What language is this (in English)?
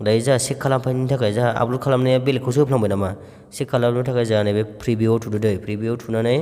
Bodo